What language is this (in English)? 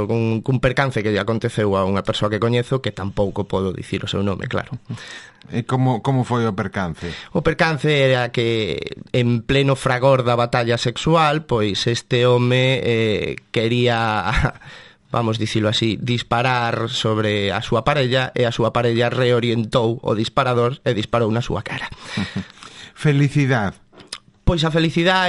Galician